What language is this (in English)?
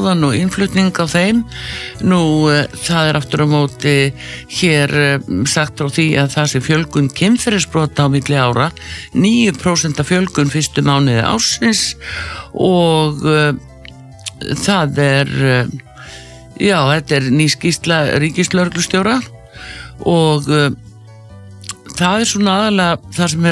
Icelandic